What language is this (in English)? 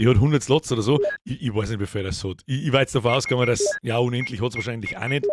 Bavarian